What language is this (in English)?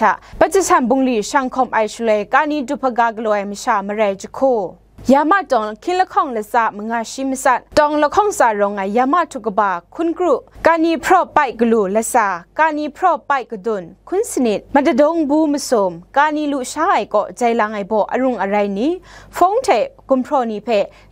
Kachin